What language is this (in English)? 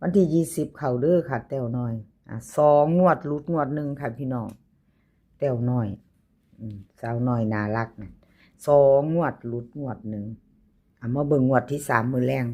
Northeastern Thai